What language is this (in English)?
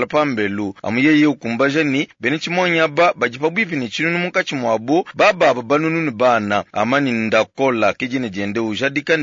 Luba-Lulua